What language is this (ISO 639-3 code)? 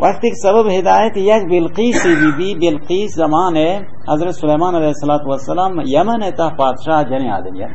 bal